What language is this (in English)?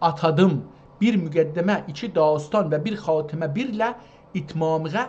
South Azerbaijani